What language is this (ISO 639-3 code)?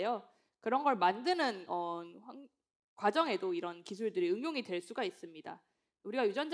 kor